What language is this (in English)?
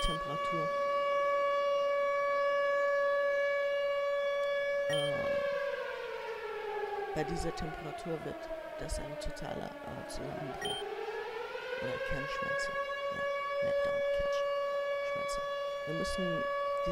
German